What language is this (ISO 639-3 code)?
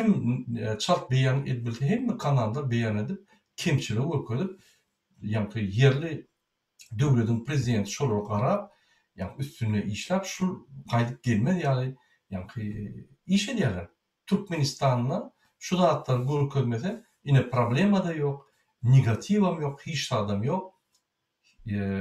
tuk